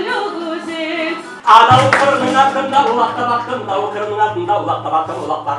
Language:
Crimean Tatar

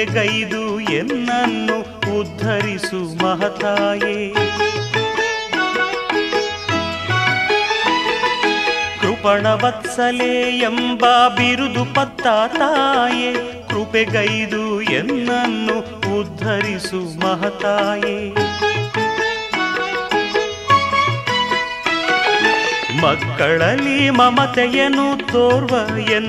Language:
Kannada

